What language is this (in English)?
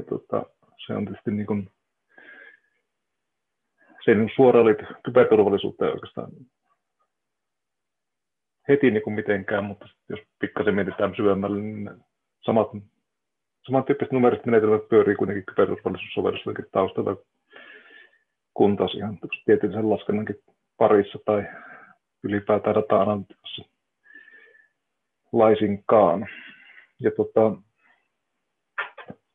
Finnish